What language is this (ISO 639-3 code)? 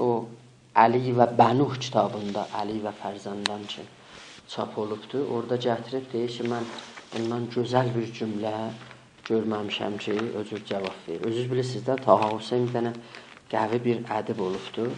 azb